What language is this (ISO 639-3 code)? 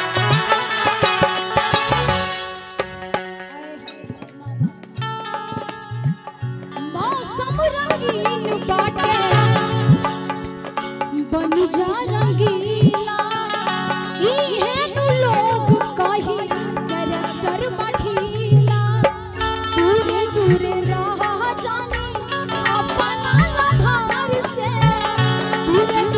bho